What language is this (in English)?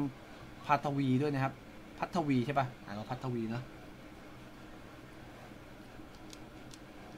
Thai